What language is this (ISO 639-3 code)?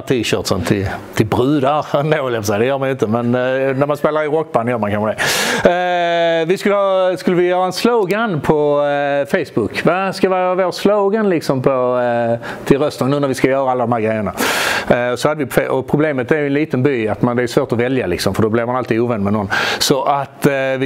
swe